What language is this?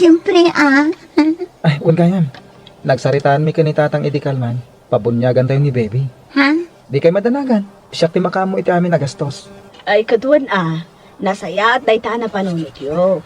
Iloko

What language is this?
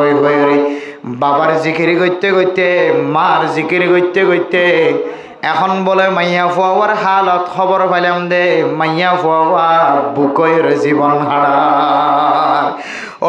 Rohingya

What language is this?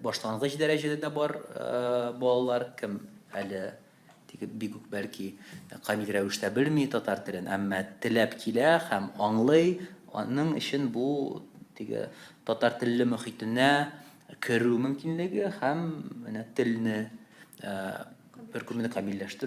Tatar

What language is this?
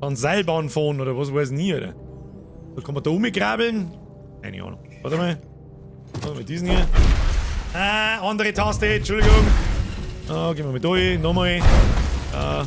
Bavarian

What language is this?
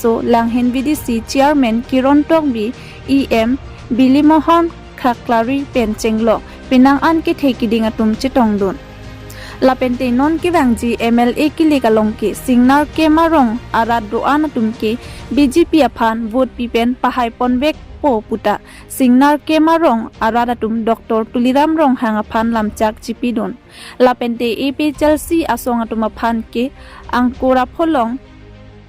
Karbi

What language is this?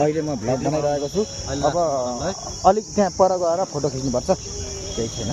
Nepali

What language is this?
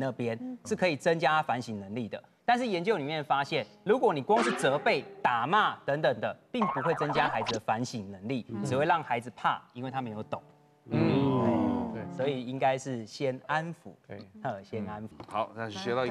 Chinese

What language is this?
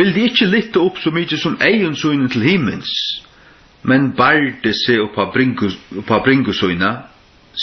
Faroese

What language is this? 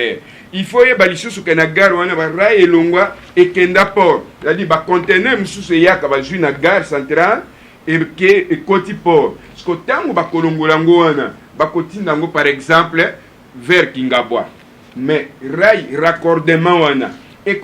Lingala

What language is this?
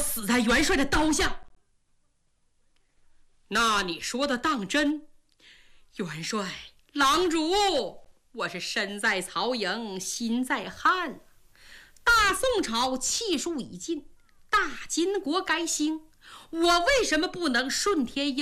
Chinese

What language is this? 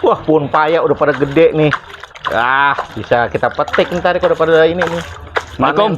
Betawi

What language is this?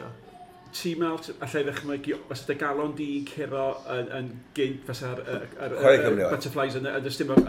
Welsh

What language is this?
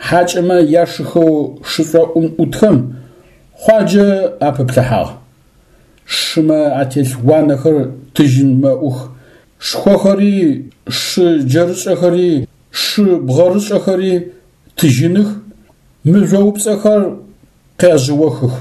Adyghe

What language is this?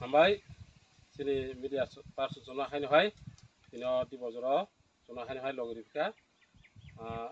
Kok Borok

